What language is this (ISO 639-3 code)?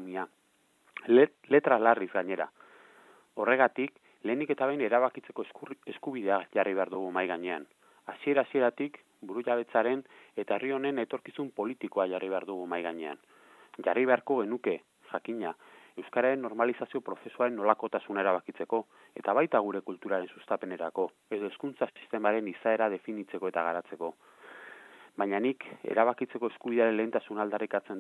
eus